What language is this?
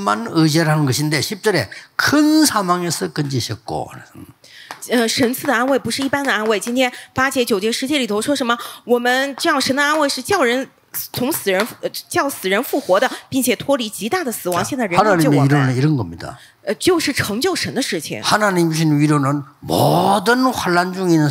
Korean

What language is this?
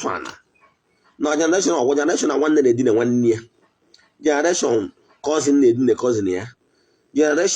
Igbo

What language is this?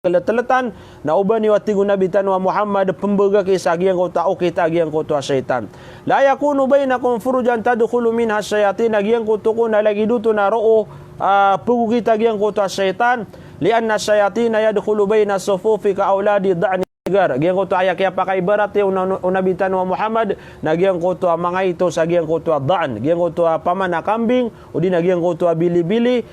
Maranao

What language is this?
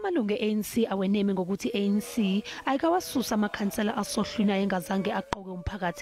Zulu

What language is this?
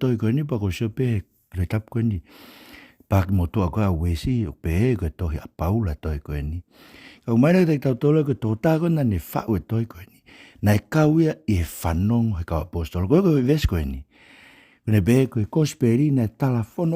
Tongan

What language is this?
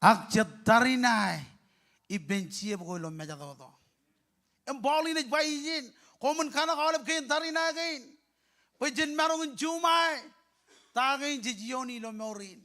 Marshallese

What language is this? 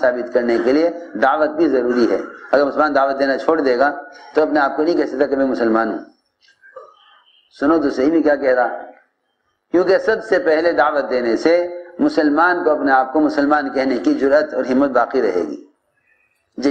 Urdu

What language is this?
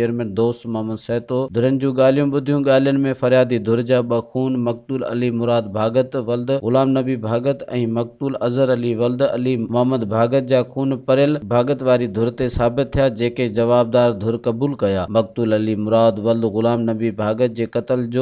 Sindhi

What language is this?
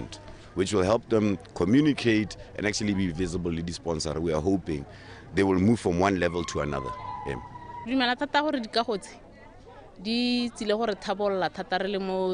Tswana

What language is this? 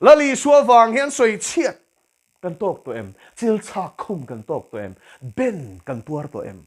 Mizo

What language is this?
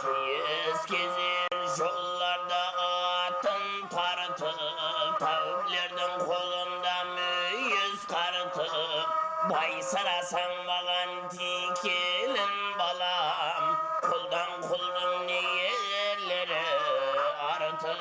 Kara-Kalpak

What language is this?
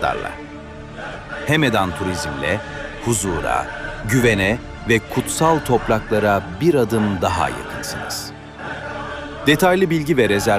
Turkish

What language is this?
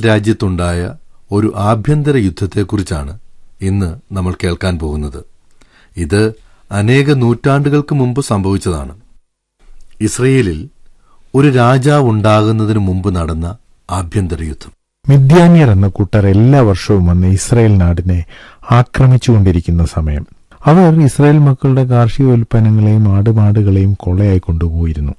Malayalam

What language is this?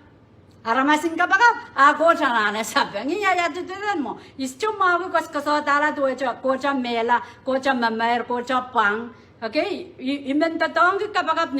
Pohnpeian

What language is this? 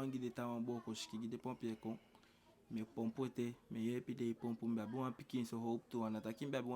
Eastern Maroon Creole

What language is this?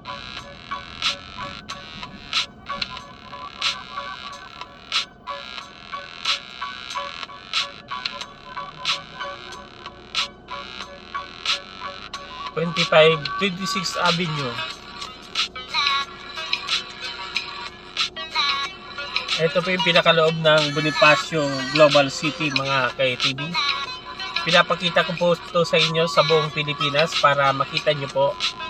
Filipino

